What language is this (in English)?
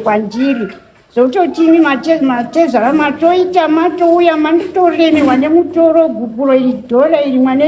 Shona